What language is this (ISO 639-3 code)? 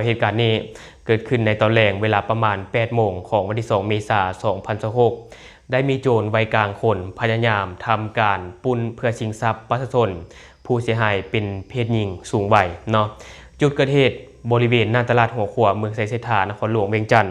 lao